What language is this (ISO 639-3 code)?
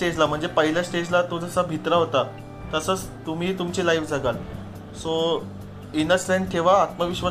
mar